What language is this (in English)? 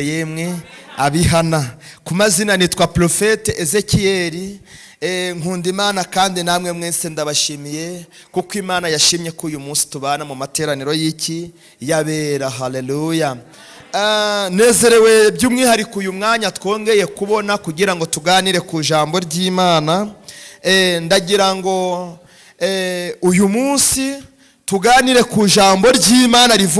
Kinyarwanda